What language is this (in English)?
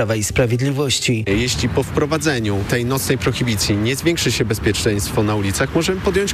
Polish